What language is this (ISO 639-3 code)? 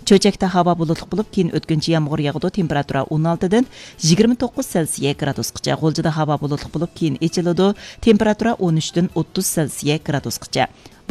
uig